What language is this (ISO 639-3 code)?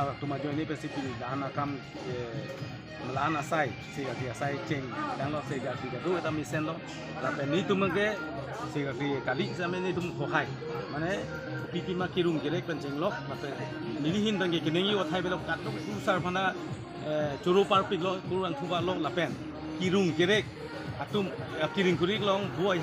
mjw